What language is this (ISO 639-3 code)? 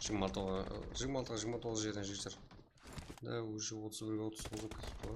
kaa